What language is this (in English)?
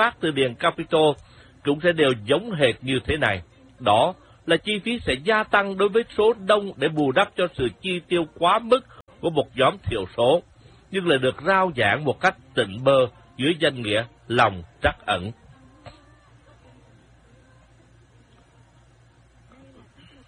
Vietnamese